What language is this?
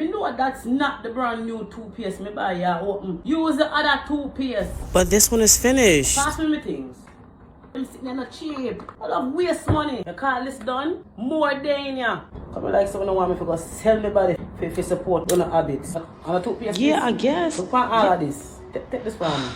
Jamaican Creole English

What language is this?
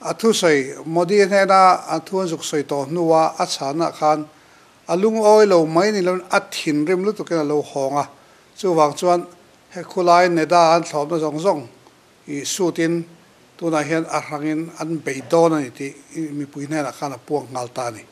Mizo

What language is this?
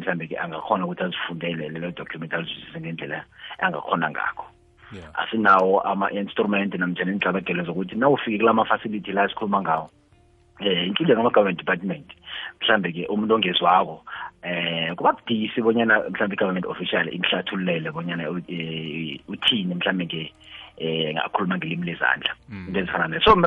South Ndebele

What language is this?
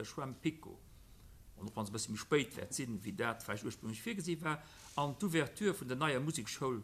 Luxembourgish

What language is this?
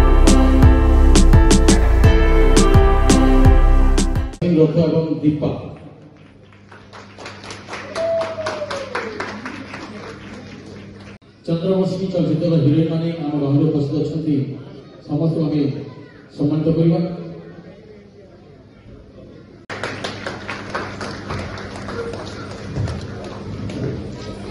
Odia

